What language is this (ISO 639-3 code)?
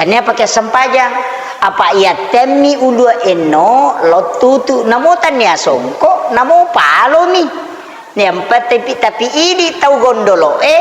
bug